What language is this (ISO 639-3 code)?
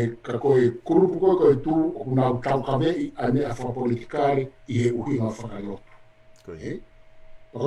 ton